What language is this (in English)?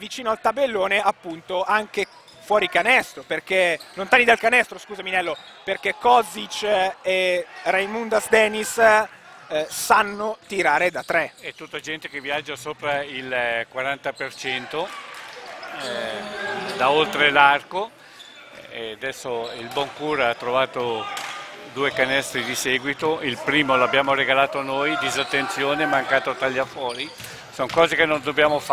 Italian